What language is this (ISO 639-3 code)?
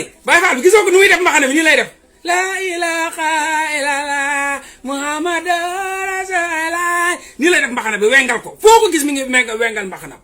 wol